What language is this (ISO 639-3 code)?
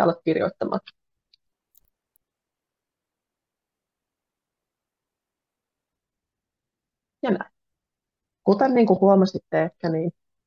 fin